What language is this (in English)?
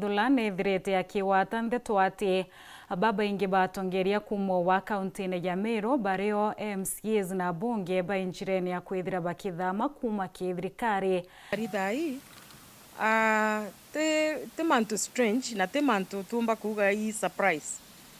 Meru